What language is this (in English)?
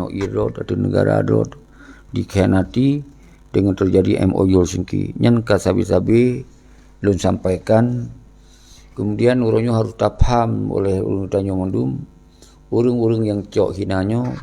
Achinese